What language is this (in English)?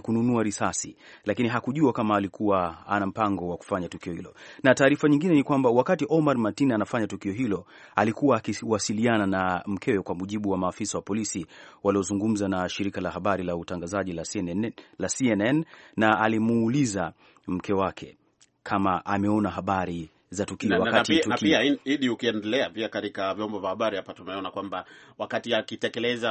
Swahili